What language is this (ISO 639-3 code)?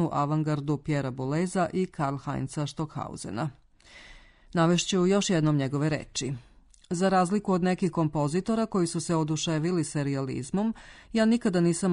srp